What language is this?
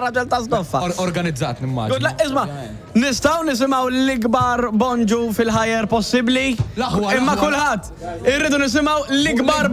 Maltese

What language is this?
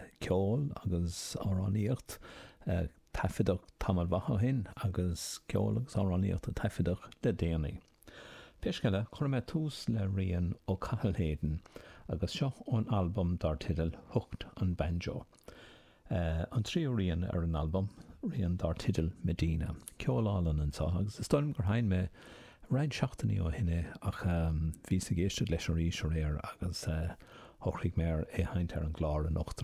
Irish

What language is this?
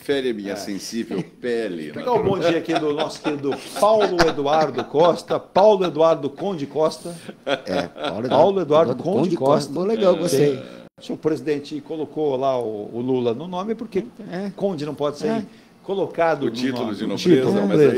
Portuguese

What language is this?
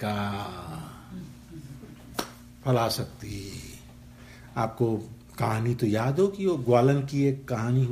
Hindi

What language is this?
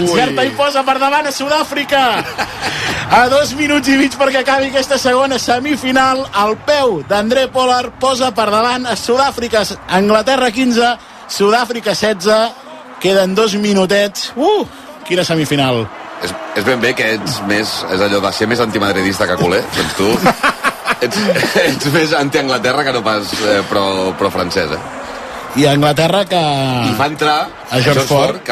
Catalan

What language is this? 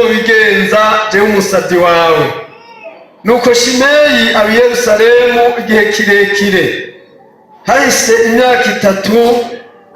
Rundi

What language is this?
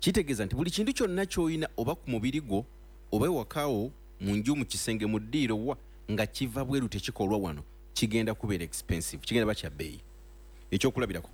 Ganda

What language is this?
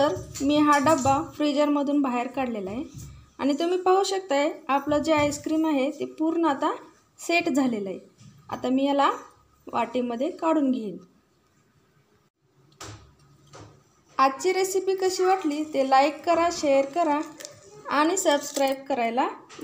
Marathi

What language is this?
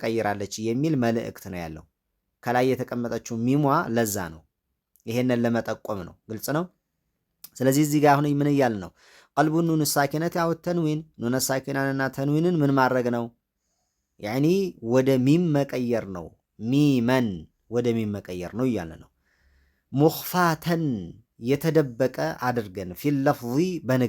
Amharic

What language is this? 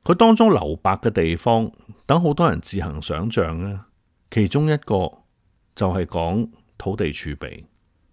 Cantonese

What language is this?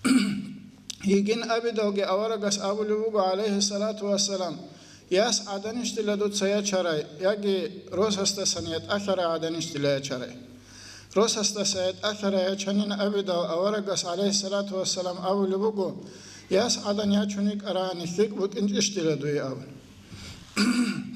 Avaric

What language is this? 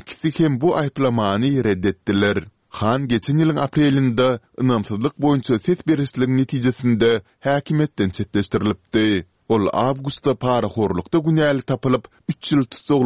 Turkmen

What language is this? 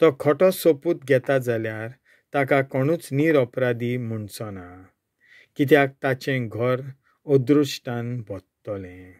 Konkani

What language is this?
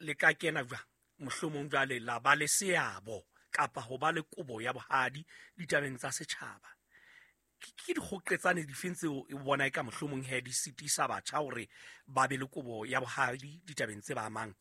Southern Sotho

